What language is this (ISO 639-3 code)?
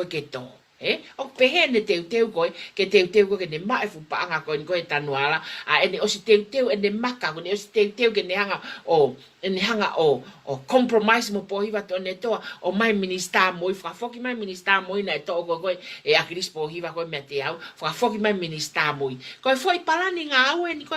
ton